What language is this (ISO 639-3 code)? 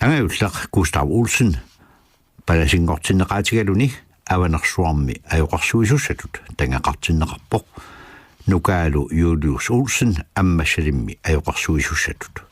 kal